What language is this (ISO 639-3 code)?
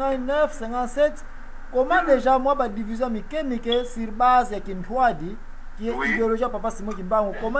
lin